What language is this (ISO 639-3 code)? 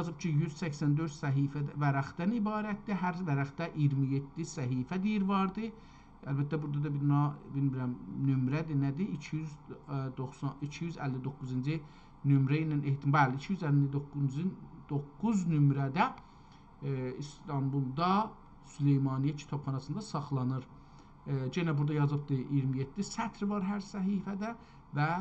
azb